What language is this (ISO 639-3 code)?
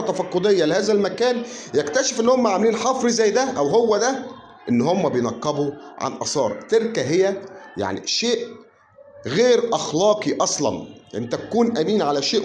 arz